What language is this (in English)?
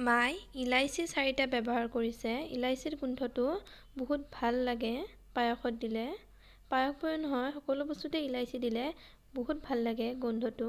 Assamese